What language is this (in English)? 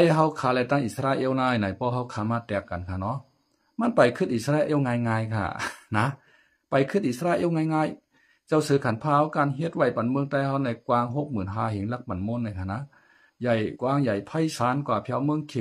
Shan